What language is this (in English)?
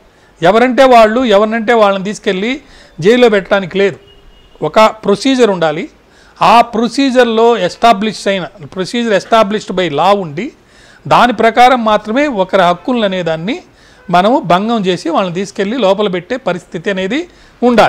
Telugu